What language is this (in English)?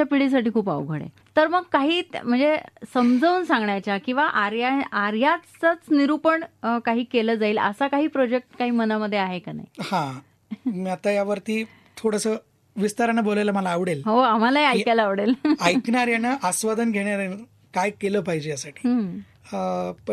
Marathi